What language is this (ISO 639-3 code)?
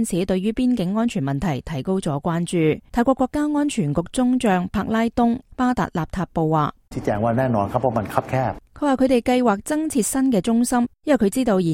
yue